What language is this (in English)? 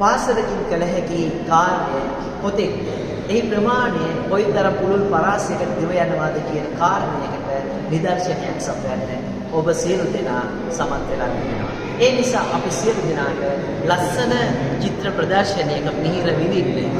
Sinhala